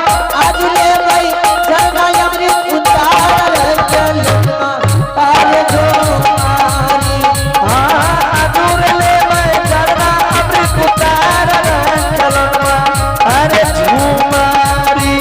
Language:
Angika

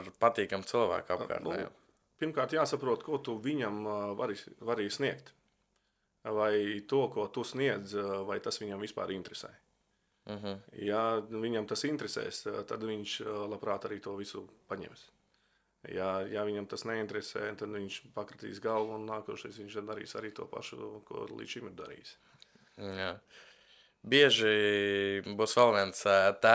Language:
Latvian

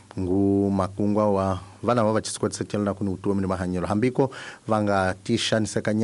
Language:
Tsonga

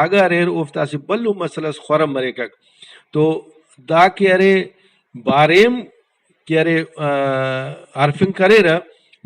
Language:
Brahui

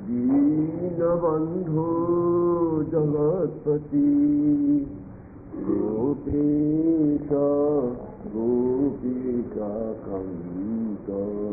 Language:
Bangla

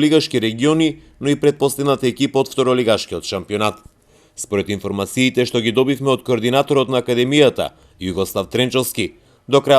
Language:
Macedonian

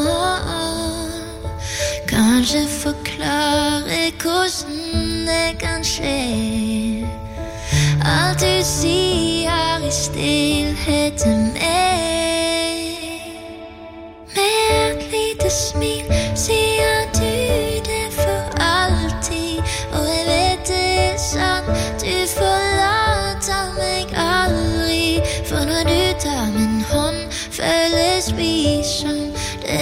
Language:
Norwegian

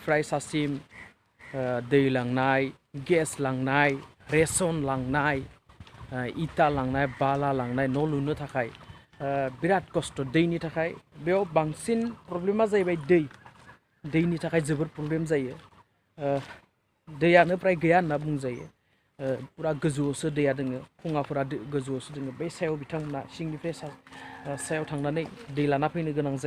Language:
Bodo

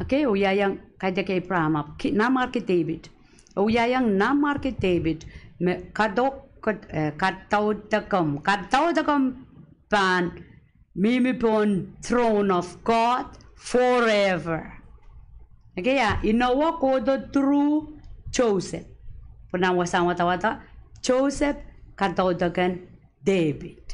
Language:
Pohnpeian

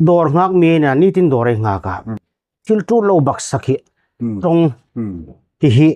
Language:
Hmar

